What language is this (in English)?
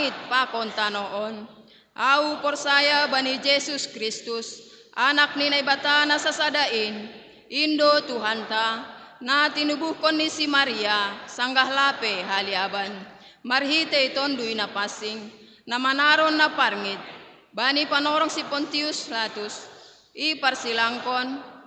Batak Simalungun